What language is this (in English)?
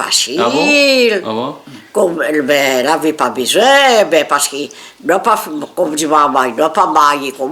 Réunion Creole French